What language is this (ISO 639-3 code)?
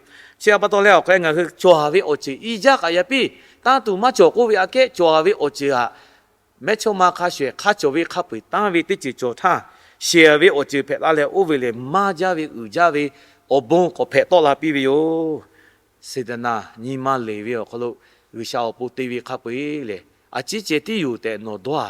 lhu